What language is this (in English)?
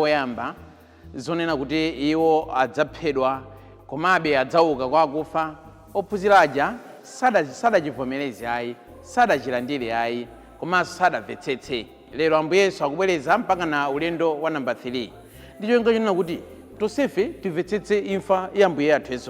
Nyanja